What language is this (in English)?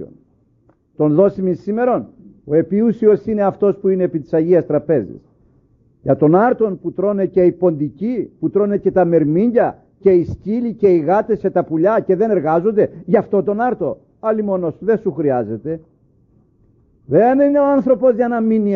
Greek